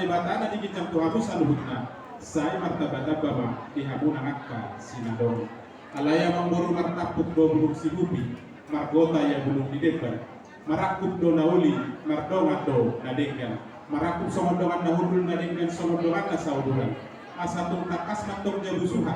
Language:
Batak Toba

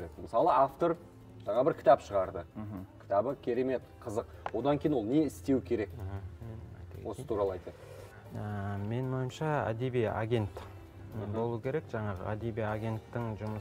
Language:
Kazakh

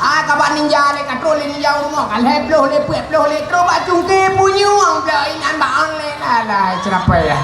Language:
Achinese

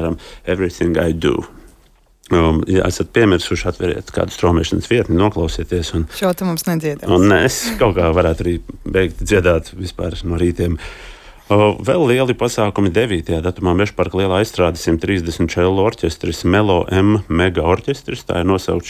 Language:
Latvian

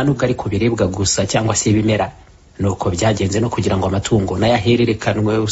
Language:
Kinyarwanda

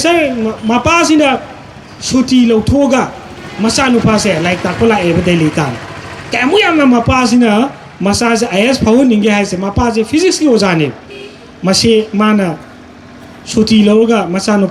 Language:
Manipuri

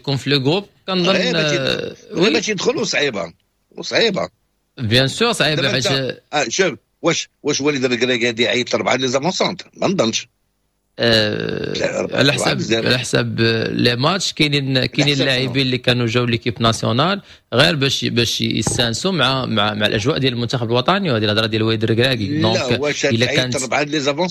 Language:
Moroccan Arabic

